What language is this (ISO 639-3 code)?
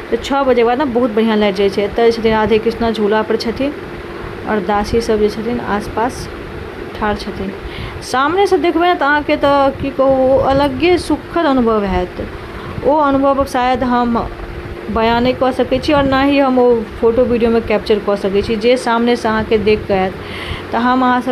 mai